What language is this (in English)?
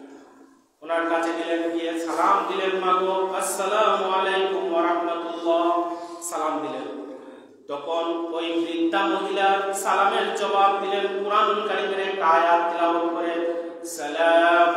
Bangla